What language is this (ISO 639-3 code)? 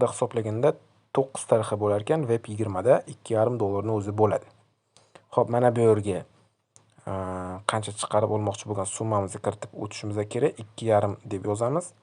uzb